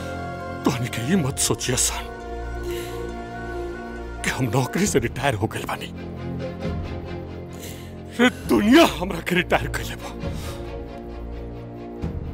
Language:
Bhojpuri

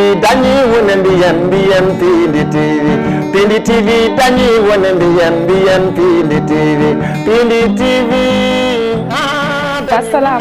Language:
Fula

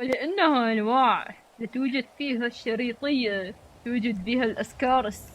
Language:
Mesopotamian Arabic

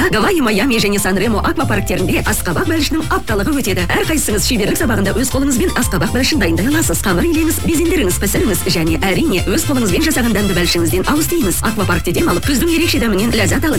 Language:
Kazakh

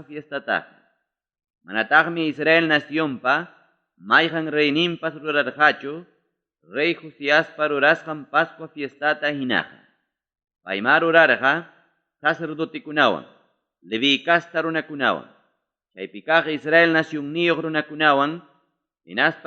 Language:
Ayacucho Quechua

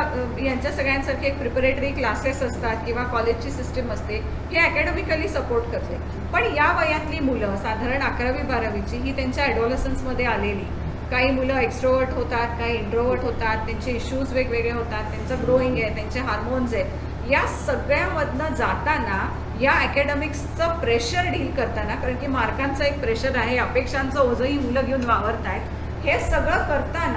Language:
Marathi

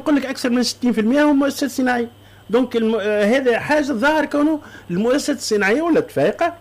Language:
Tunisian Arabic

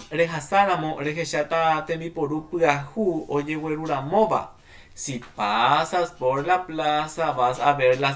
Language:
Guarani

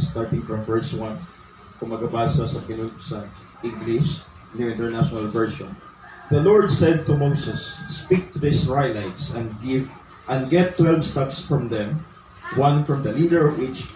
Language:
Cebuano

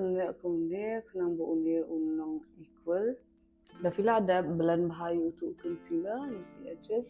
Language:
Khasi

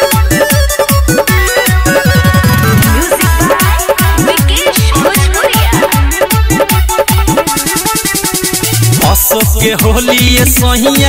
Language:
Bhojpuri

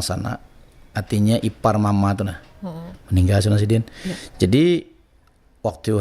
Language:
Banjar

